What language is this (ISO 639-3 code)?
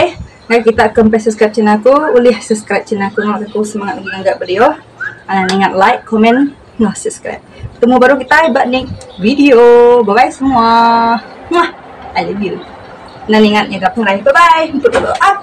iba